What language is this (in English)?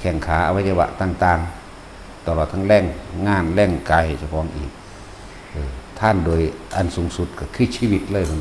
Northeastern Thai